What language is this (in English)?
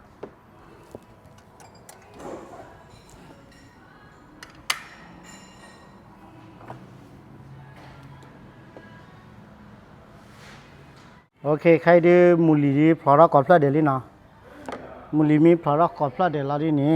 S'gaw Karen